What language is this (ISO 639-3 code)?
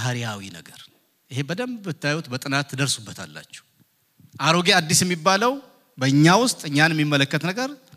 amh